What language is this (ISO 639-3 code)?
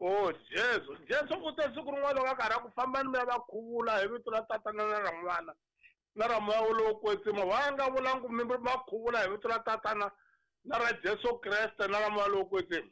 tso